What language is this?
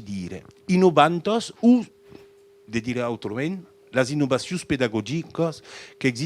Occitan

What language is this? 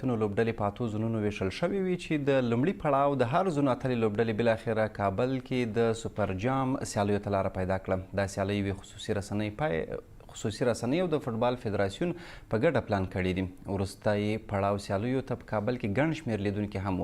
Pashto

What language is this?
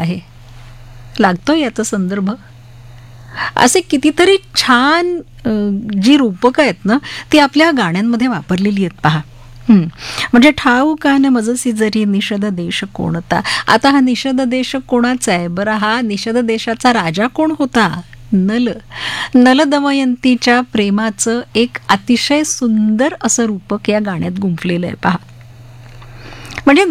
Marathi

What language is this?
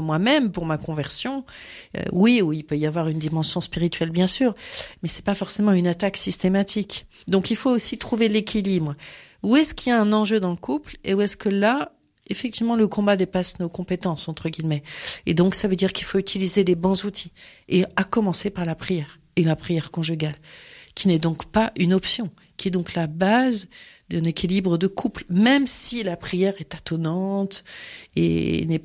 French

